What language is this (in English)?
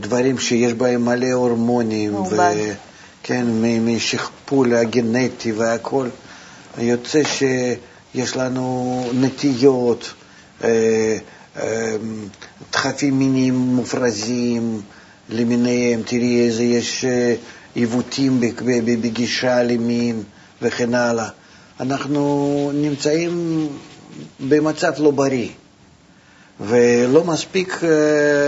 Hebrew